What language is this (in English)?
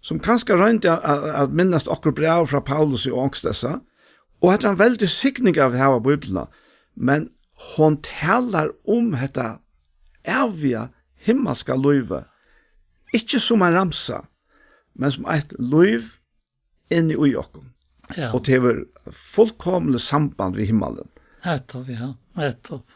Faroese